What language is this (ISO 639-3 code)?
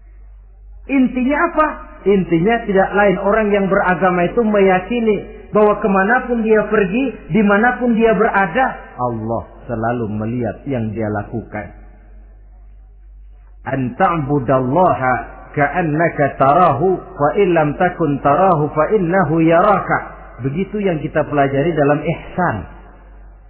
ind